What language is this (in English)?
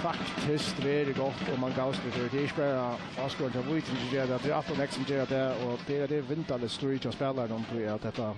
Faroese